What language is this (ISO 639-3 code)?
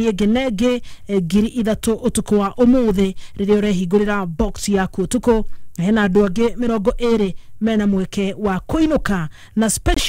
kik